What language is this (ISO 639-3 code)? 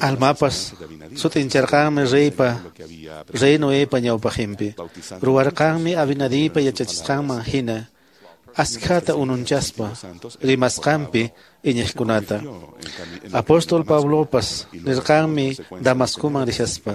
que